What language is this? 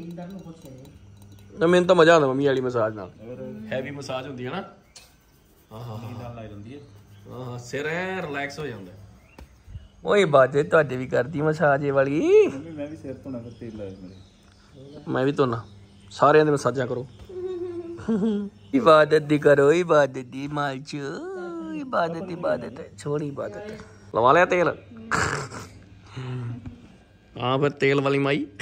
Punjabi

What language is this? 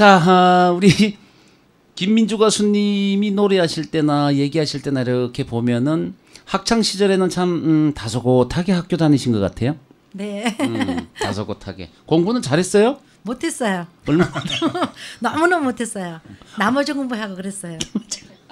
Korean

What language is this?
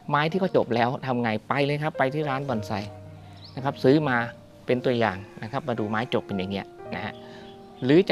Thai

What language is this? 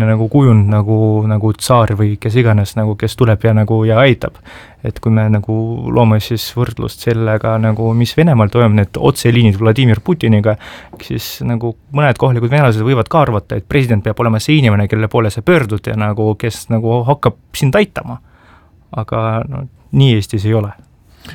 Estonian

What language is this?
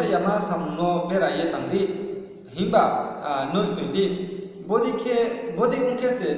Riang (India)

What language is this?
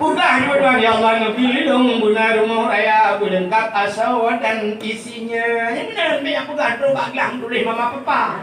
Achinese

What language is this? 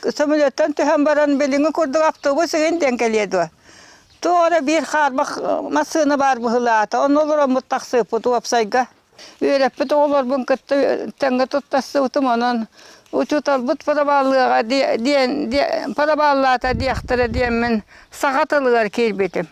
Yakut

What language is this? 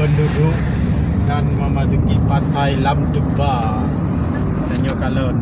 Achinese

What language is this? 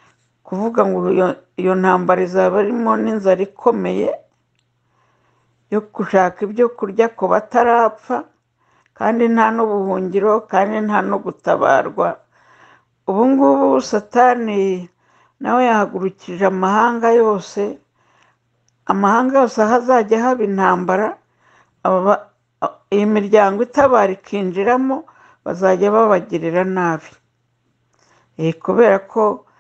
Kinyarwanda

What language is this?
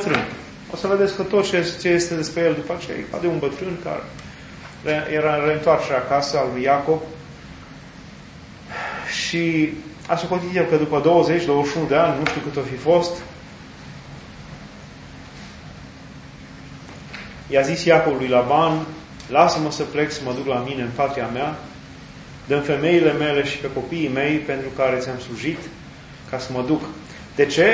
Romanian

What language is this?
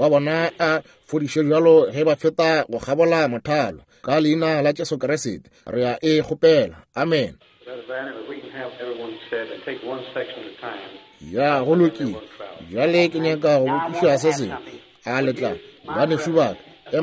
Northern Sotho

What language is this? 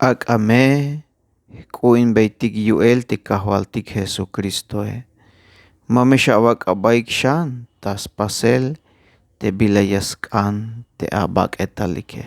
Tzeltal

